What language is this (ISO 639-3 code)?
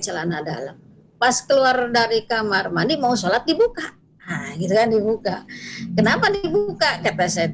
ind